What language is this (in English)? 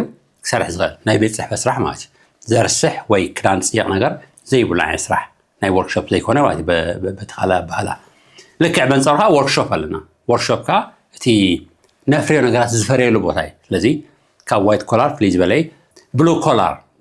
Tigrinya